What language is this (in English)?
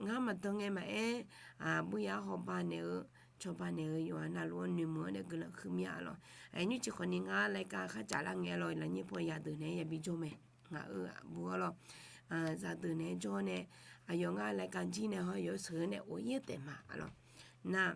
Akha